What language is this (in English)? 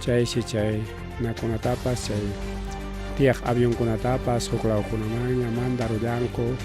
Ayacucho Quechua